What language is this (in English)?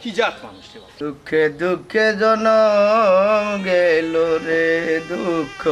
Sylheti